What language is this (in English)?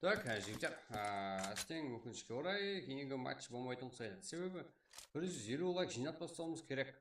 Kara-Kalpak